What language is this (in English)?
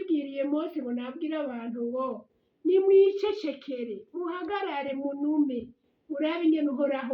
Rundi